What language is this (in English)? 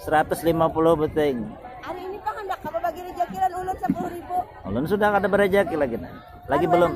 Banjar